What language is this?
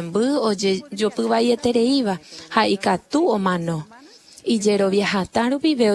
Guarani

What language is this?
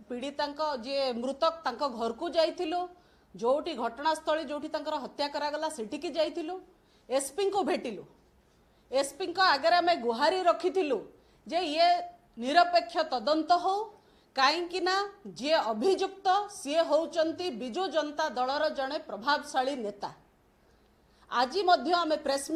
Odia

